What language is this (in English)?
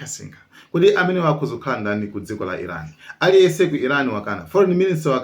Nyanja